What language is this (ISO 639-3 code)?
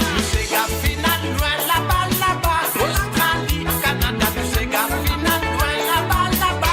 mfe